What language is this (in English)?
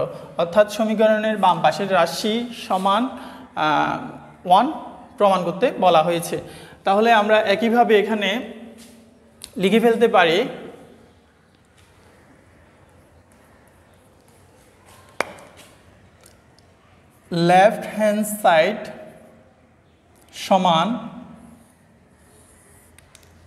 Bangla